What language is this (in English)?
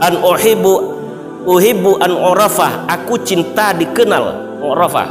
Minangkabau